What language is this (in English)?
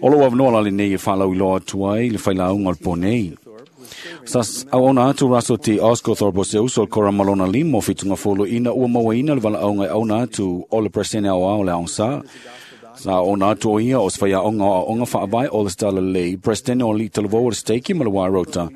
Samoan